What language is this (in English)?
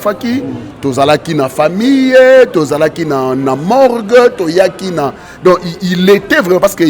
Lingala